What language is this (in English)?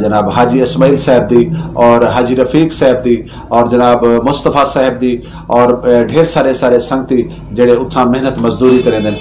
Saraiki